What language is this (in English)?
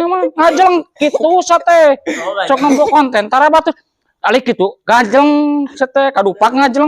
Sundanese